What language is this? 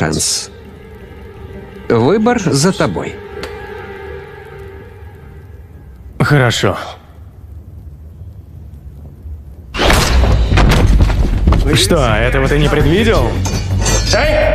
Russian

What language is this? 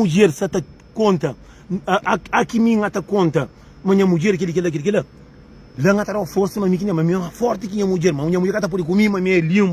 Kabuverdianu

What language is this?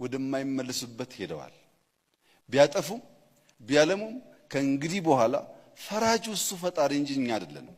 Amharic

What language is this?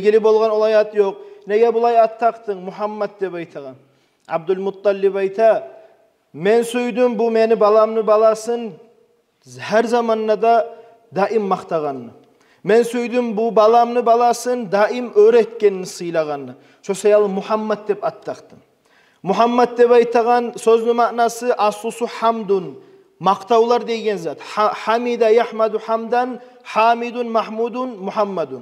Kumyk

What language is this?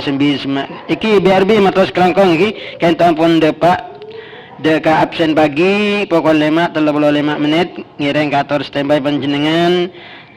Madurese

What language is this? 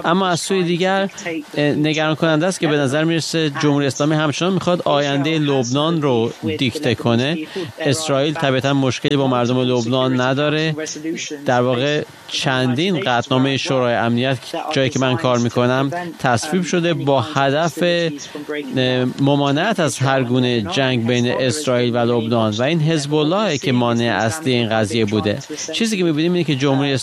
Persian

